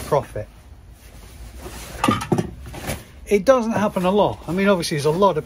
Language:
English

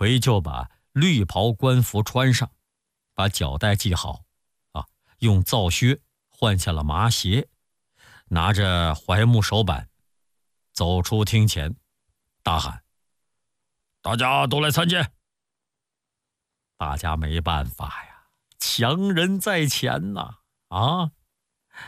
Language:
Chinese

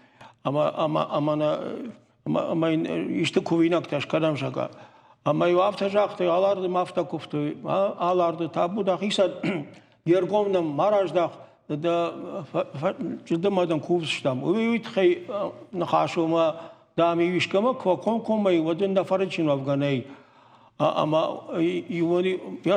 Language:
Ossetic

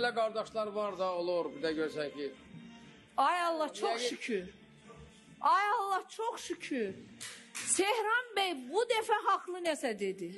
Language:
Azerbaijani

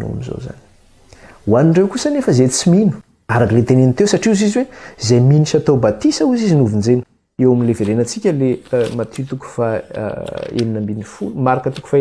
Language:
Malagasy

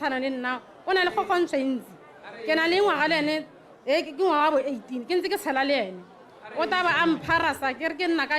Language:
Tswana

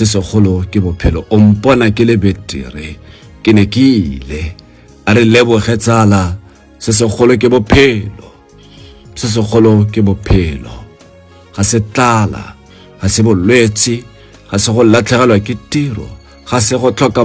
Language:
Tswana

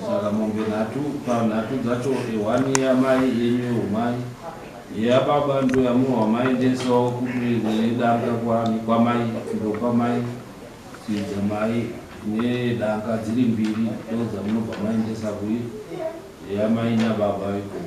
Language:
Shona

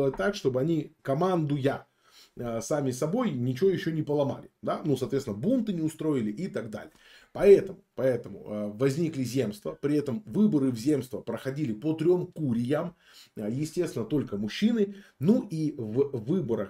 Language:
Russian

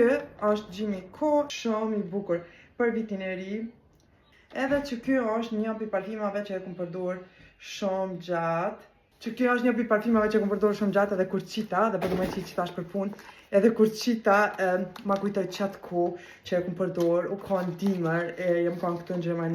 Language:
Albanian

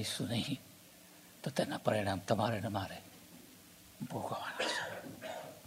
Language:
Gujarati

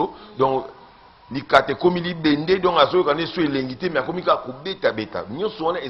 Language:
Lingala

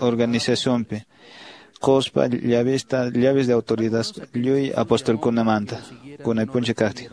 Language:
Quechua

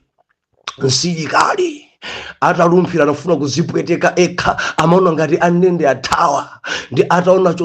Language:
Nyanja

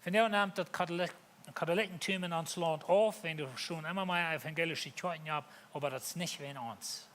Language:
Plautdietsch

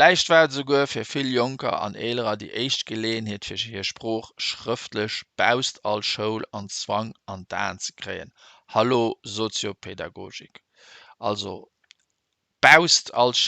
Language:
Luxembourgish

